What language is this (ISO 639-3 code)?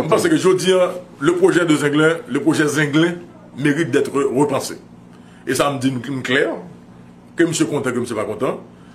hat